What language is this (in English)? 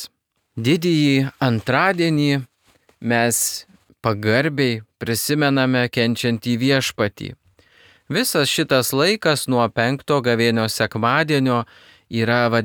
Lithuanian